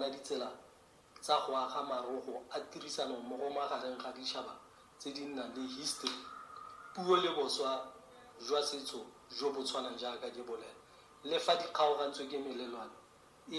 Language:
Tswana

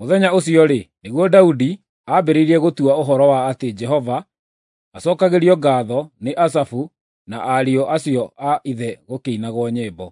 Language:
Kikuyu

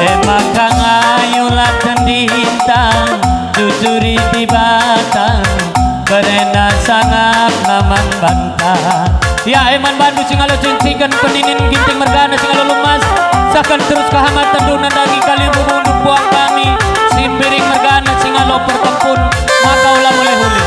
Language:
Batak Karo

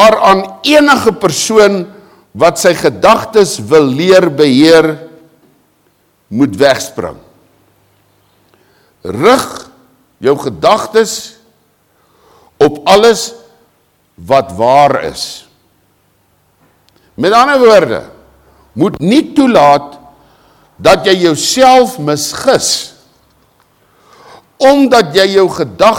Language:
Afrikaans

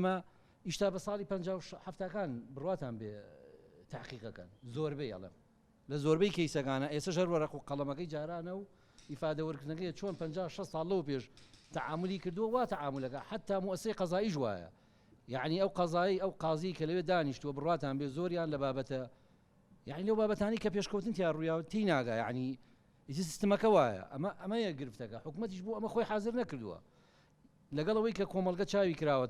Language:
Central Kurdish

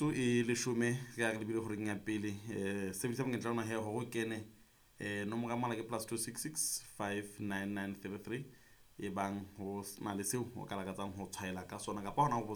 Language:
Southern Sotho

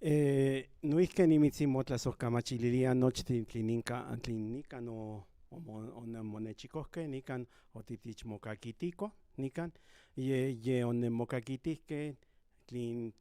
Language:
Central Nahuatl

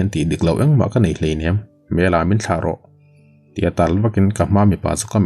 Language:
Mizo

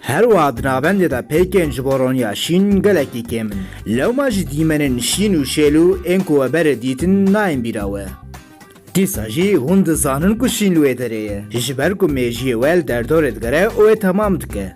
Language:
Kurdish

